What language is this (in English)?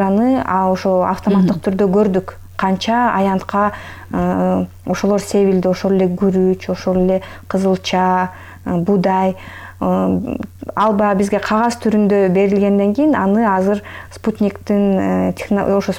Kyrgyz